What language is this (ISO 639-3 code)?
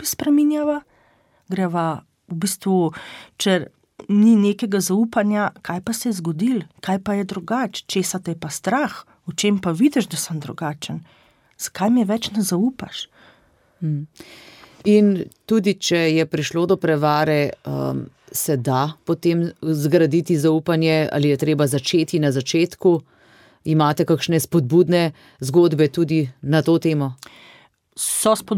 slv